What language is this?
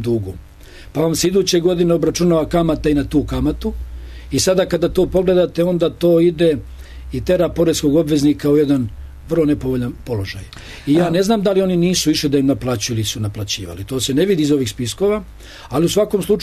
Serbian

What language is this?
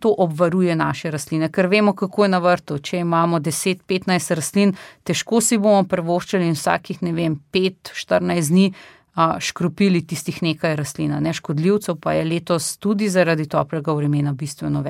Slovenian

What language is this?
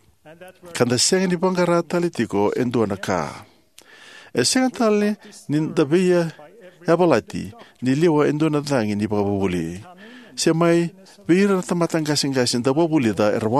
Fijian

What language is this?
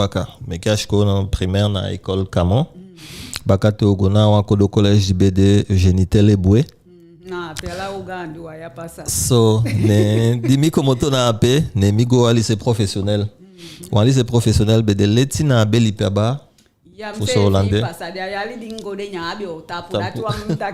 Eastern Maroon Creole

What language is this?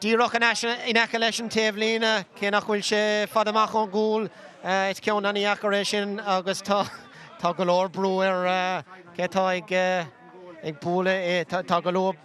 Irish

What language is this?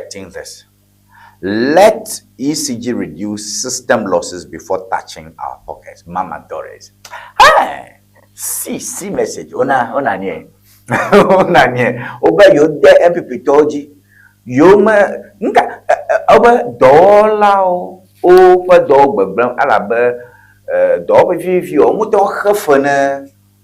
Ewe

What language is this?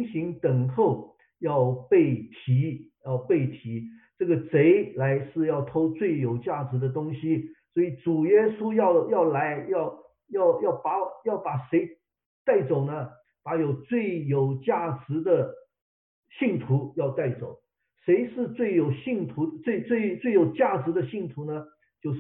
Chinese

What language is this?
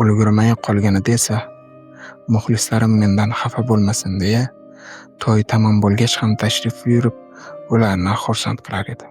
Uzbek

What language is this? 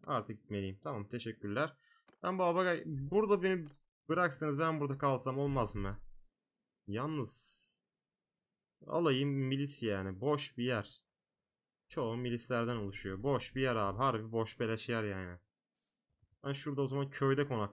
Turkish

